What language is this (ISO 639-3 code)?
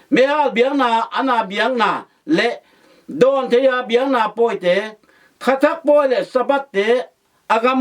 ctd